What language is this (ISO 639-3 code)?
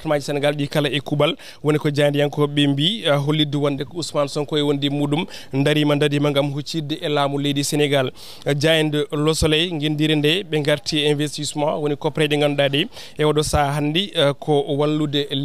ful